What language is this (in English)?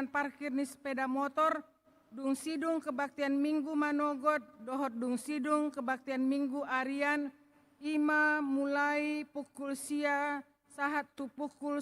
Batak Toba